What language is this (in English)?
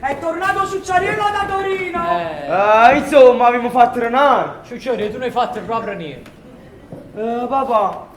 Neapolitan